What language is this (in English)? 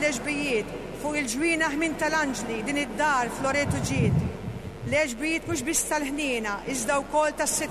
Maltese